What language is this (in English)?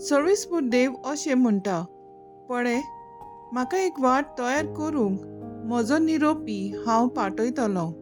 Konkani